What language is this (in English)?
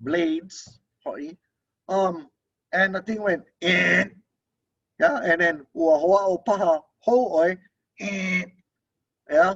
Hawaiian